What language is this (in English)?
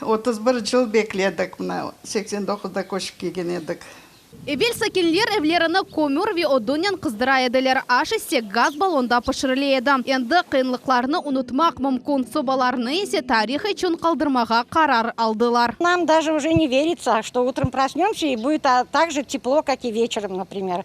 Crimean Tatar